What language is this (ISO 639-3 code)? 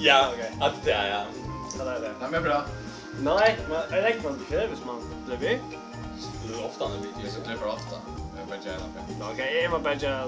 fao